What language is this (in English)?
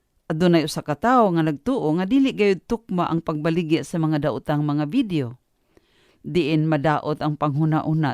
Cebuano